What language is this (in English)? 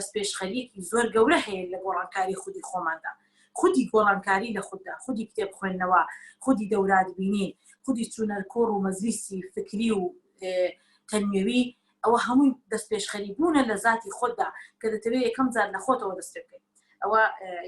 Central Kurdish